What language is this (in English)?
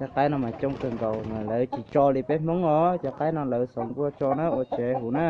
Hmong